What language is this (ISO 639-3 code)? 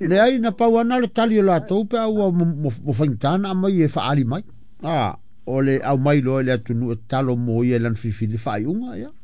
smo